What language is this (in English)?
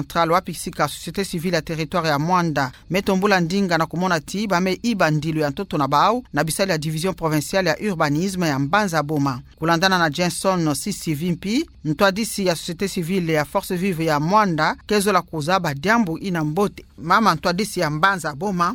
Kituba (Democratic Republic of Congo)